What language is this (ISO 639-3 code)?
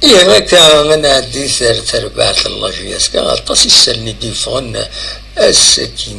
kab